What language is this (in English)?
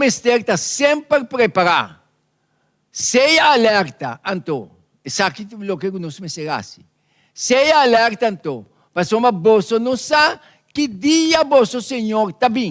Papiamento